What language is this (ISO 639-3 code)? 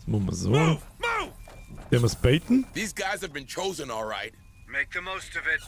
bar